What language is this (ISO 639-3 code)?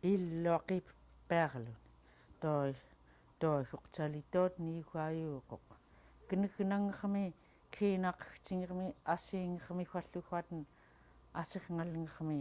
esu